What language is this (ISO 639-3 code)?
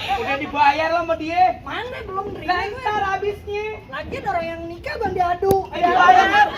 bew